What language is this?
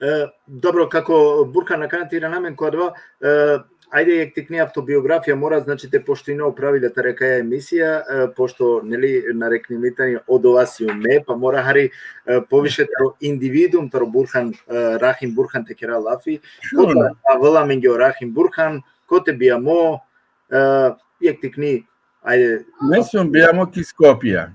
Balkan Romani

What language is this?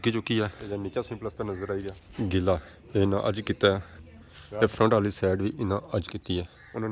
Pahari-Potwari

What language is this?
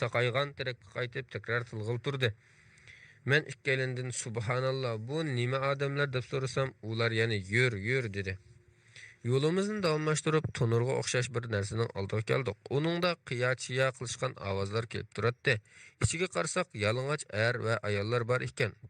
Uyghur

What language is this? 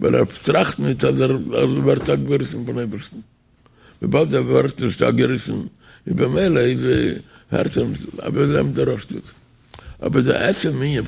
Yiddish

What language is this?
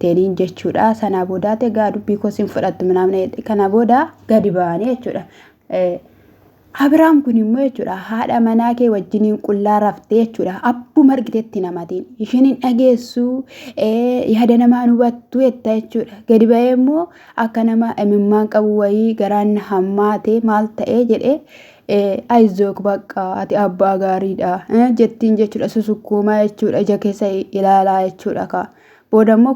Oromo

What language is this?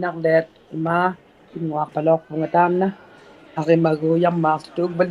Inuktitut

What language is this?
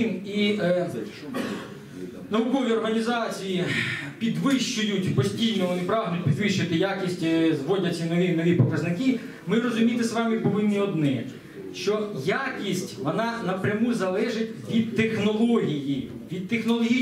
Ukrainian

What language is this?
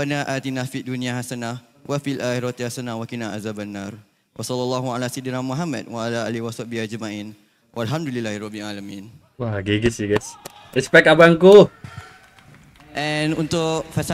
Malay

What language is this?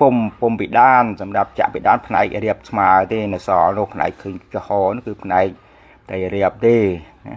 Khmer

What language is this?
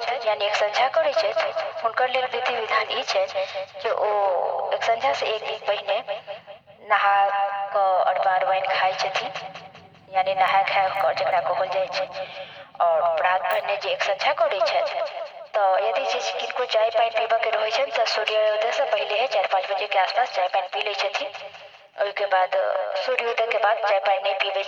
Maithili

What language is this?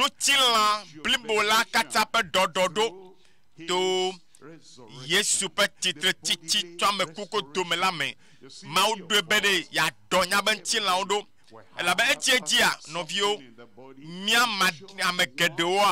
Ewe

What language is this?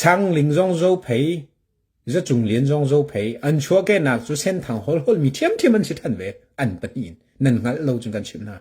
Hakha Chin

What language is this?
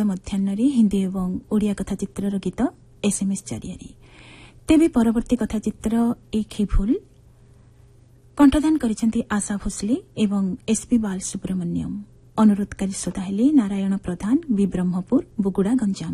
Odia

